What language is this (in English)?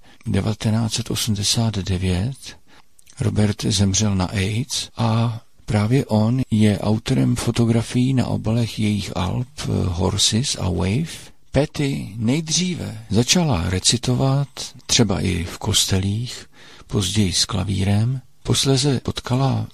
Czech